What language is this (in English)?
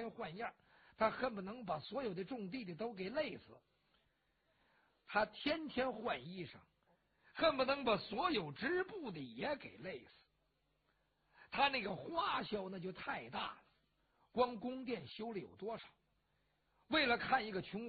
Chinese